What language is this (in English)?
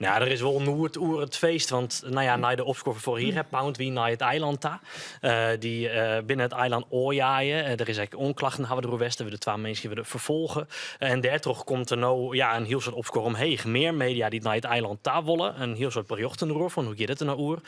Western Frisian